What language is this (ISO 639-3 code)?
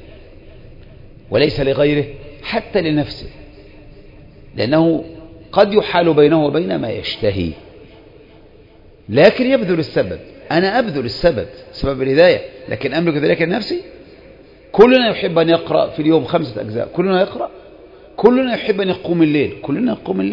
ara